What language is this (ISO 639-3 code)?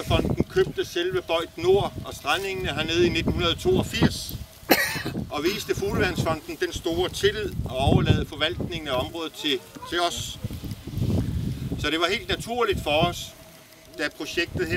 dan